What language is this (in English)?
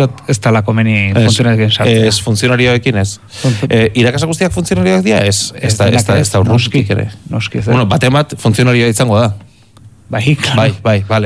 Basque